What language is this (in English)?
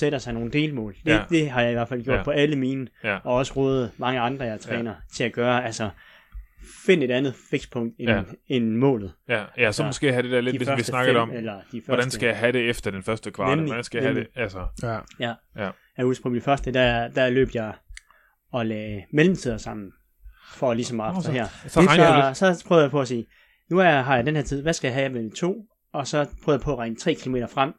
Danish